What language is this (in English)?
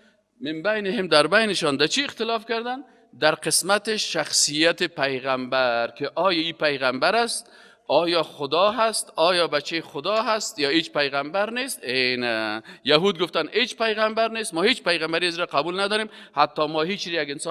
Persian